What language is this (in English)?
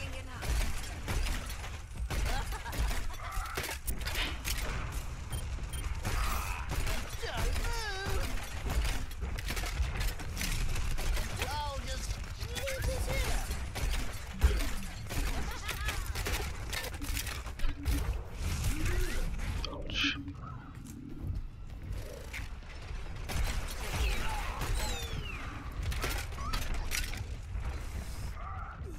English